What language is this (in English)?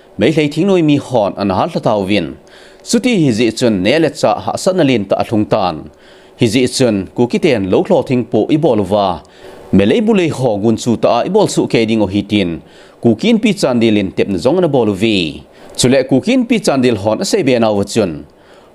Thado Chin